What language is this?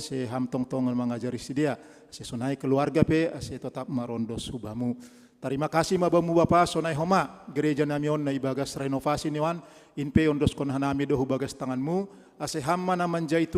Batak Simalungun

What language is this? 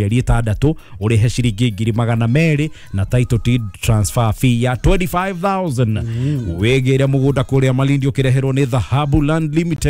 Kikuyu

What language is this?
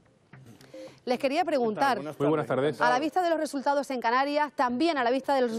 Spanish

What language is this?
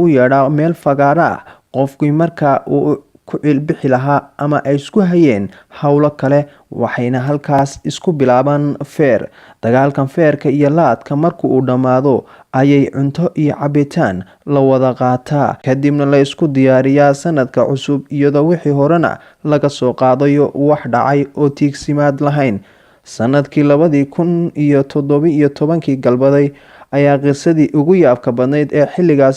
Somali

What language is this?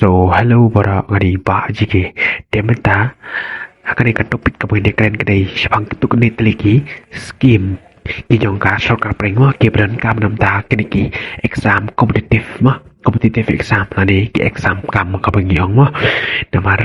Khasi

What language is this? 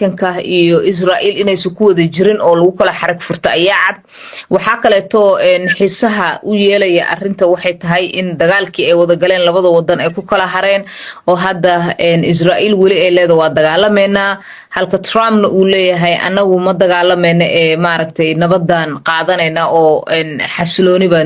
Somali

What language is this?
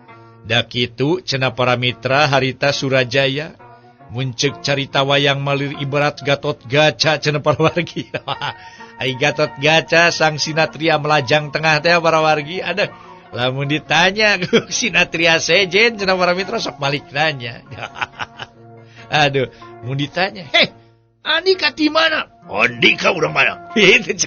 Sundanese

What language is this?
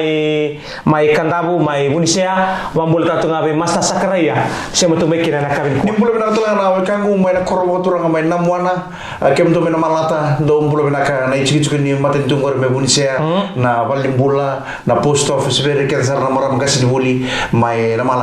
Fijian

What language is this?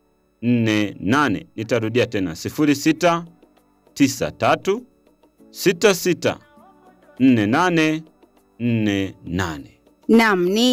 Swahili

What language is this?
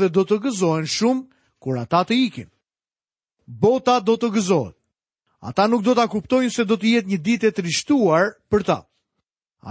Albanian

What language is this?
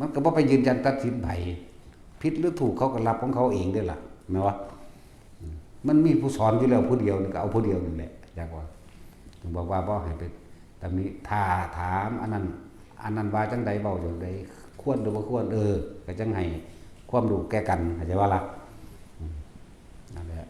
Northeastern Thai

